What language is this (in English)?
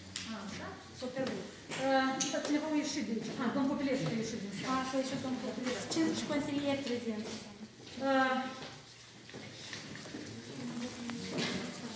Romanian